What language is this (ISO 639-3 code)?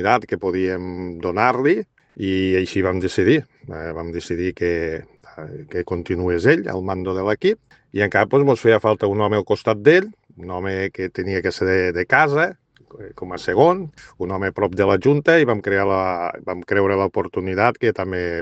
cat